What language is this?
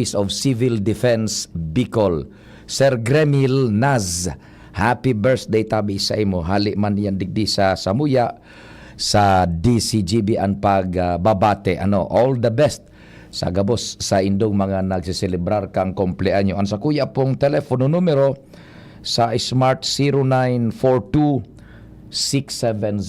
Bikol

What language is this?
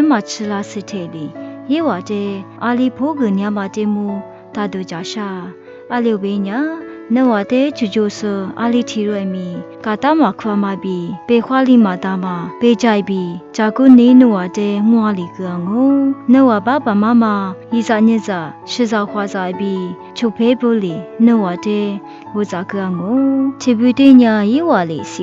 Lisu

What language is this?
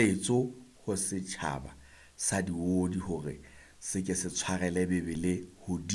Southern Sotho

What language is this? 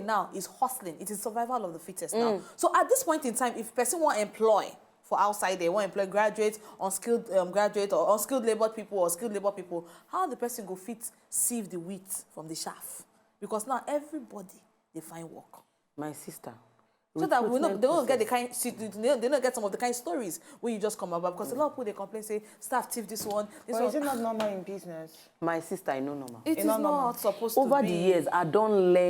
Nigerian Pidgin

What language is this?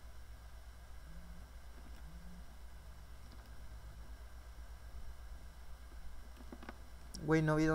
Spanish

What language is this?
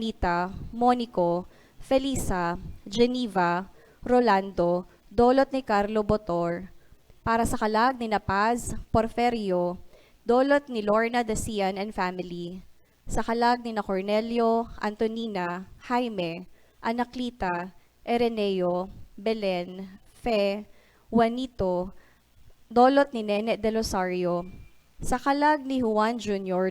Bikol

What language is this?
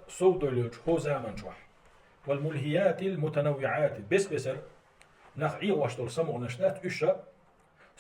Chechen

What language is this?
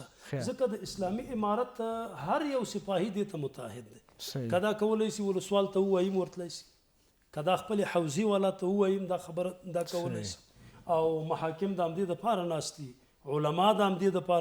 Pashto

